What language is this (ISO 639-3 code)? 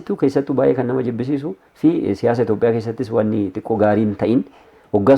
orm